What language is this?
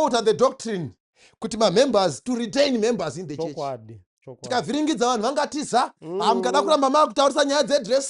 Shona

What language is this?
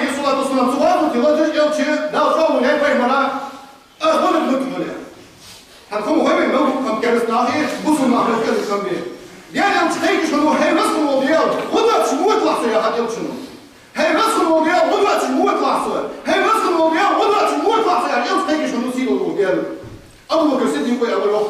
Ingush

